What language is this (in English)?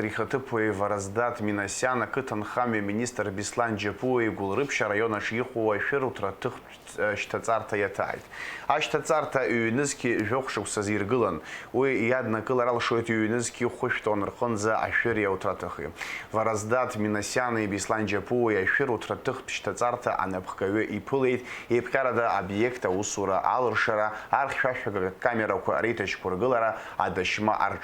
Abkhazian